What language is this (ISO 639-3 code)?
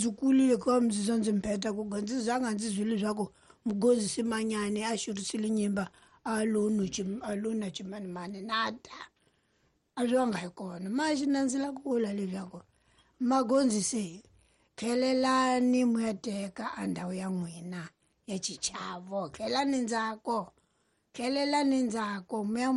tso